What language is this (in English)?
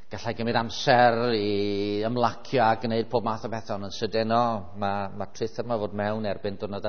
Welsh